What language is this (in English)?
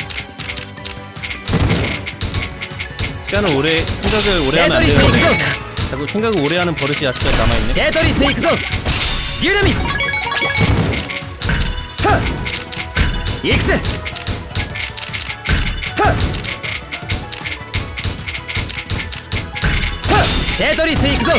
Korean